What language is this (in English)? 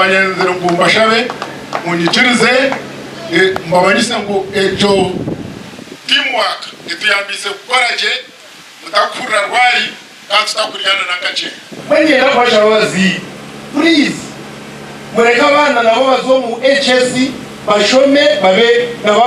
Nyankole